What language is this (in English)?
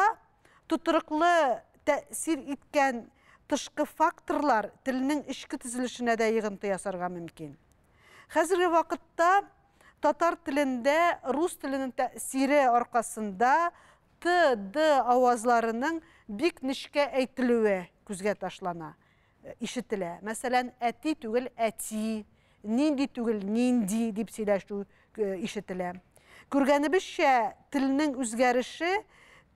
Tatar